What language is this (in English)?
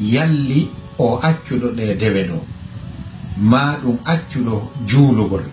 Fula